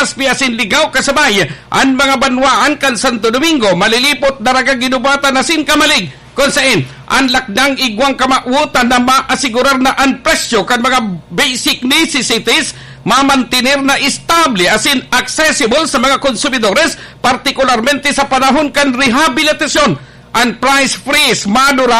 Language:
Bikol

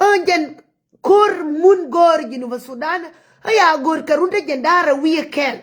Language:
Nuer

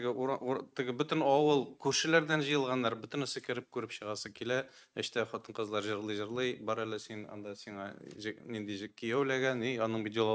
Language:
Tatar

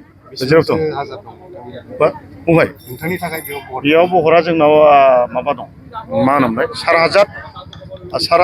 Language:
Bodo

